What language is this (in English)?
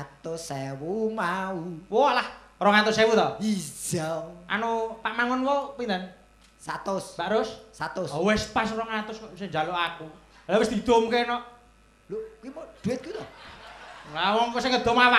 Javanese